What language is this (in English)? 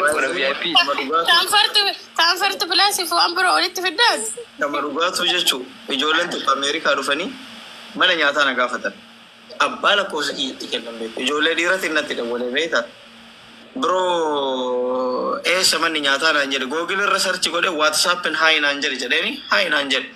Oromo